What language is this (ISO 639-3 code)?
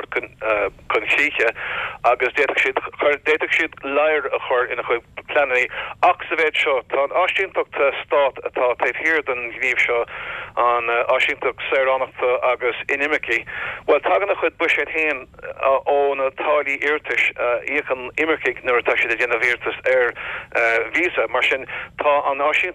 gle